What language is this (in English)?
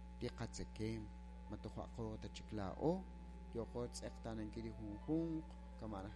Kekchí